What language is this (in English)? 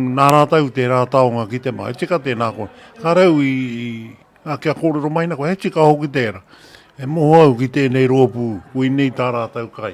Māori